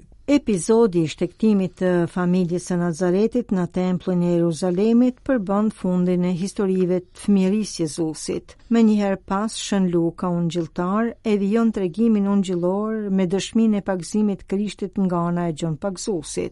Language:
Albanian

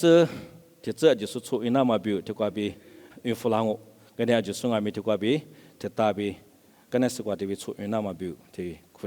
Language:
Lisu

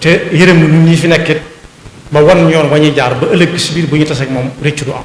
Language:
Wolof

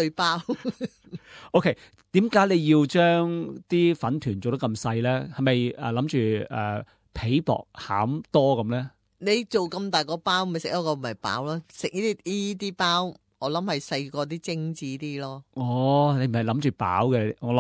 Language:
Cantonese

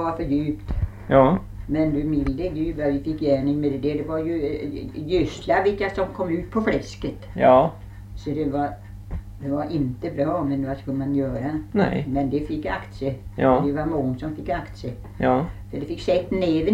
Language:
Swedish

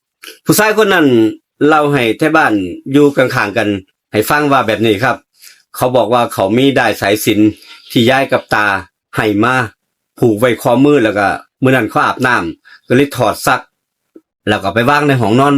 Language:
Northeastern Thai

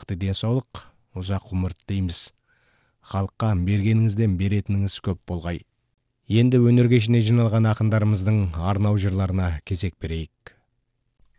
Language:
Kazakh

